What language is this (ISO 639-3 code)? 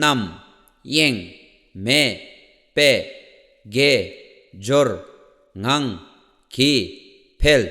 bod